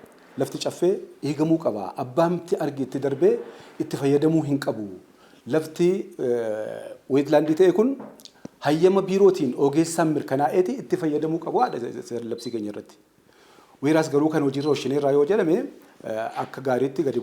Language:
Oromo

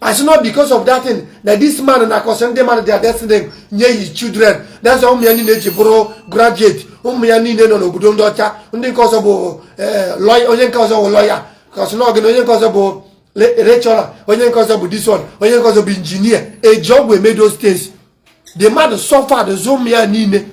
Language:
Igbo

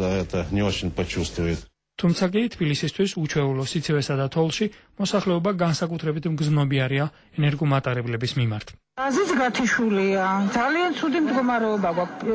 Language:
Georgian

